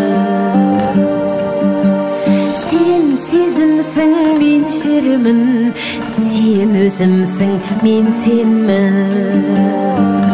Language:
Kazakh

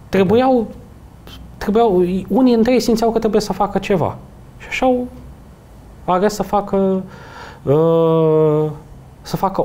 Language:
Romanian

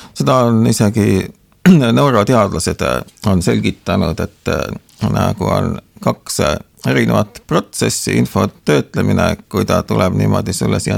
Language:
Estonian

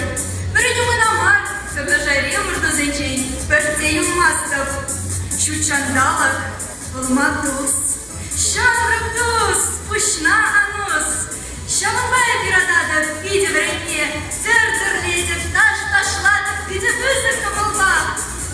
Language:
Chuvash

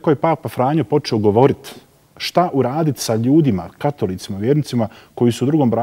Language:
Bosnian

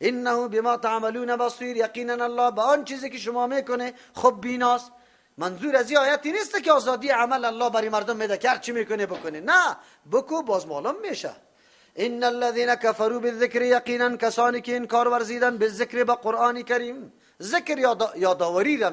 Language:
Persian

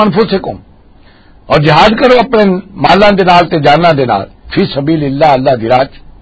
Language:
Western Panjabi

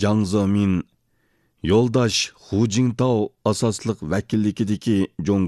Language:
Uyghur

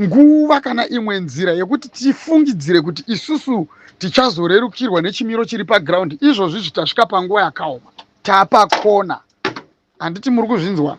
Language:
Shona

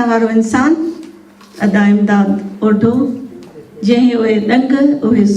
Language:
Sindhi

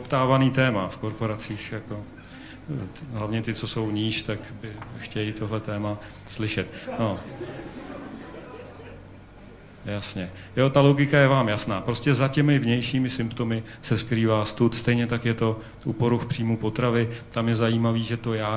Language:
Czech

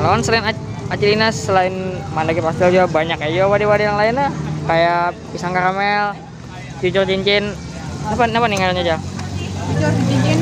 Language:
Banjar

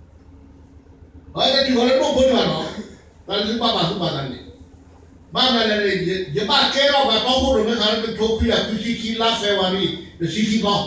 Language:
S'gaw Karen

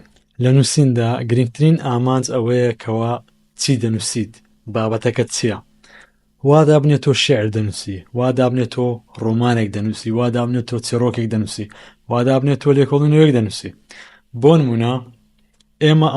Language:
Central Kurdish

